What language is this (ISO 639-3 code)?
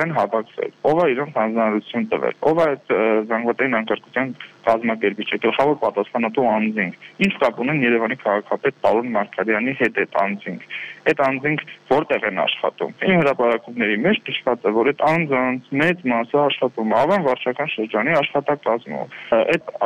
hye